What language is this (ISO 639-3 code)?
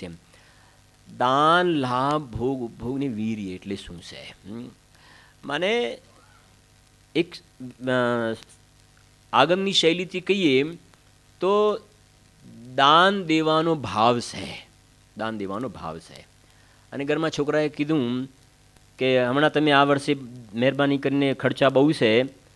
guj